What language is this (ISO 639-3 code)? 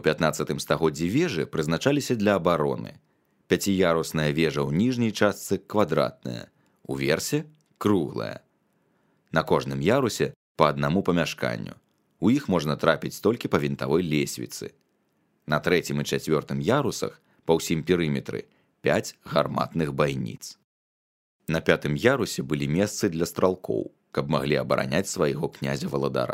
bel